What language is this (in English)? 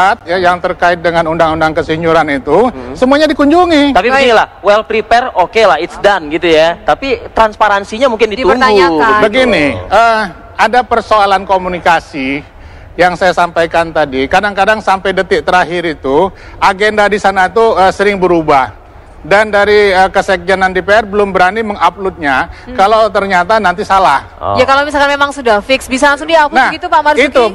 Indonesian